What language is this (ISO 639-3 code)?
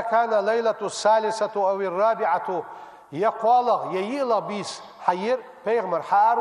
inh